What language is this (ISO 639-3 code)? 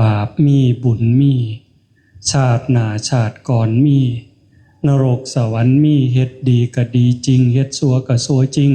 tts